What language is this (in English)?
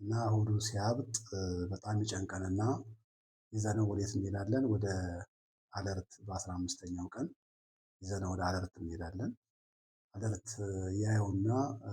Amharic